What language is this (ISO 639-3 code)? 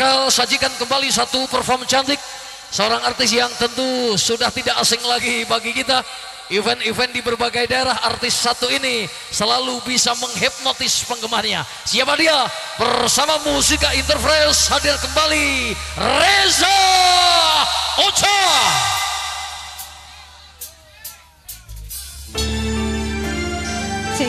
ind